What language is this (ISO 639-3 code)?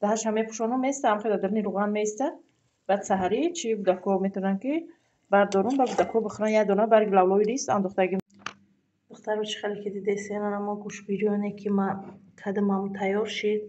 tgk